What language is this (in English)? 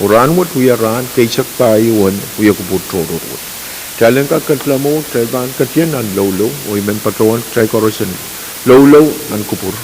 Pohnpeian